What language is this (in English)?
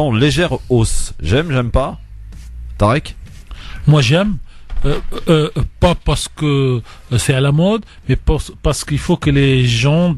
French